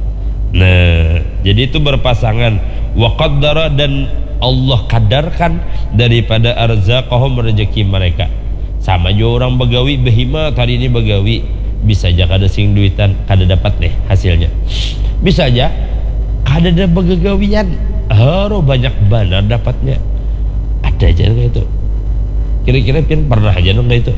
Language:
Banjar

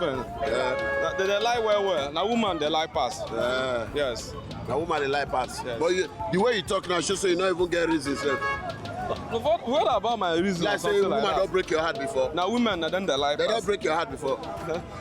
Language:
Nigerian Pidgin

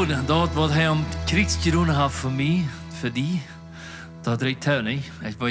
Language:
Plautdietsch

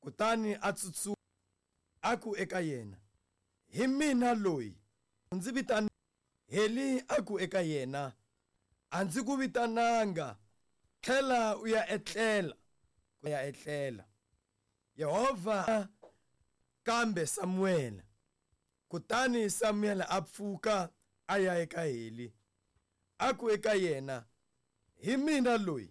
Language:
Tsonga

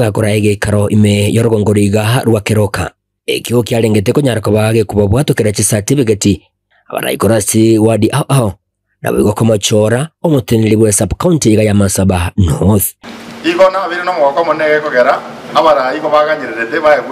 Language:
Gusii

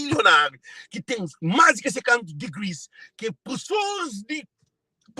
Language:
Kabuverdianu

